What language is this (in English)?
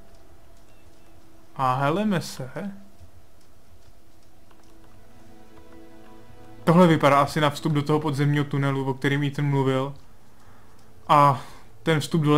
Czech